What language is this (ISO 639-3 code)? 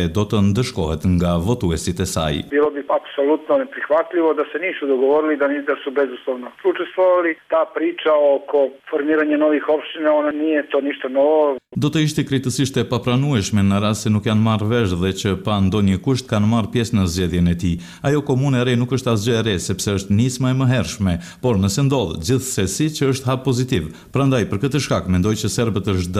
sqi